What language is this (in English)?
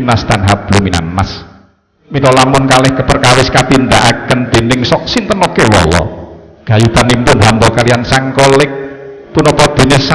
Javanese